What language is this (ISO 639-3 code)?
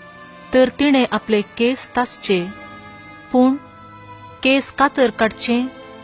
kok